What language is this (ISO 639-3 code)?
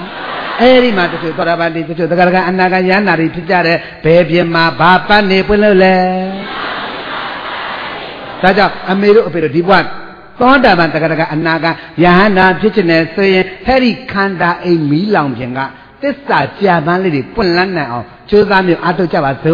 mya